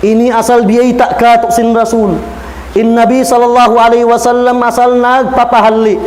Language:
Tausug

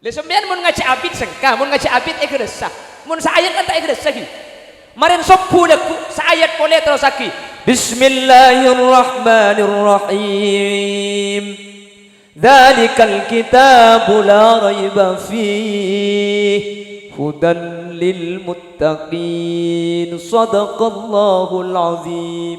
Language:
Madurese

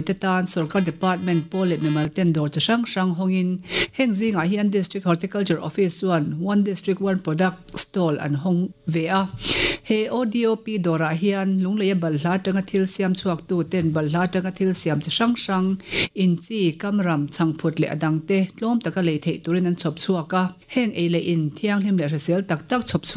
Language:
Mizo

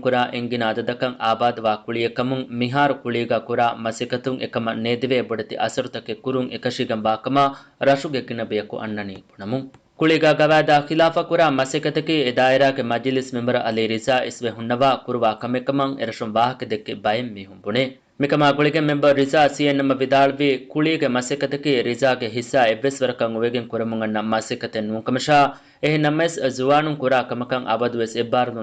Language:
Divehi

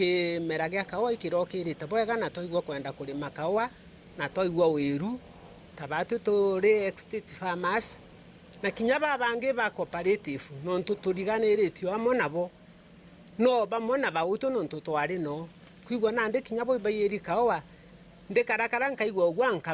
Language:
Meru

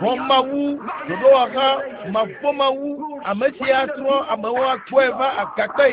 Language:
Ewe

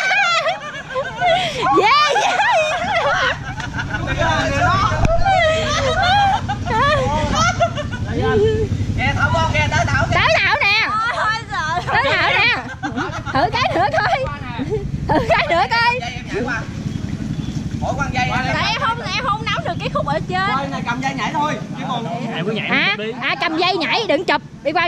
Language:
Vietnamese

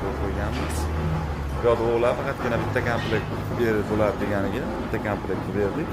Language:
Uzbek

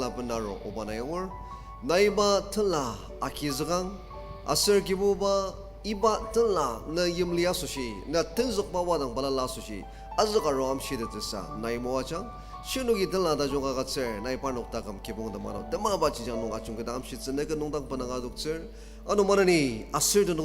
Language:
Ao Naga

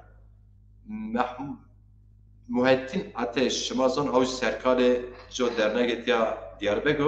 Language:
Zaza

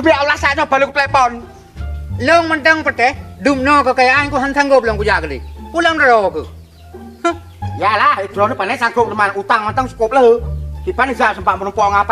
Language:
Achinese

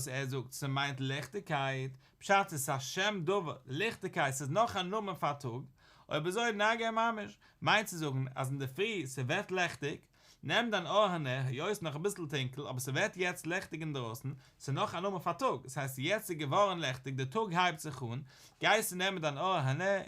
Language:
Yiddish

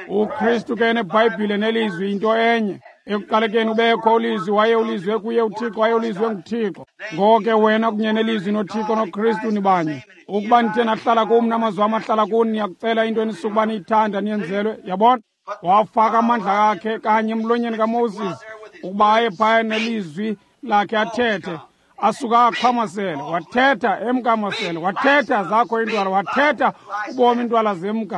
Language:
Xhosa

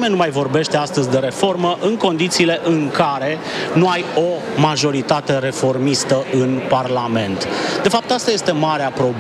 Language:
Romanian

